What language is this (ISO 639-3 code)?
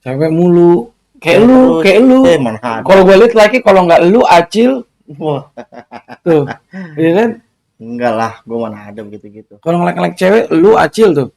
bew